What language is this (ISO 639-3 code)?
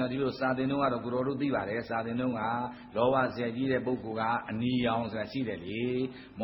mya